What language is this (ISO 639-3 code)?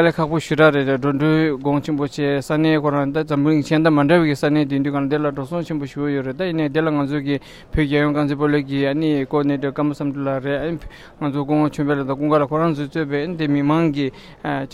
bod